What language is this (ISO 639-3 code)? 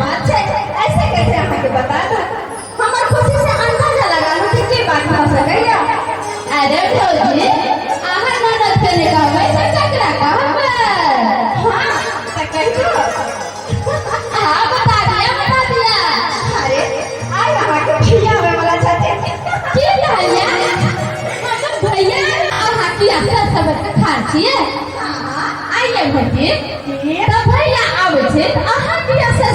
mai